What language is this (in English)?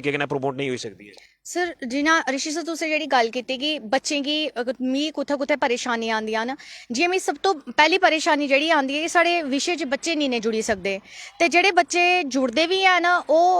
Dogri